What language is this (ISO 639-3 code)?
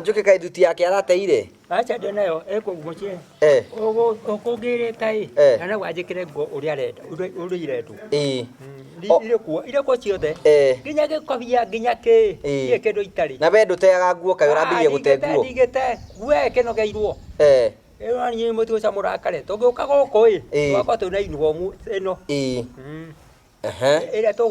kik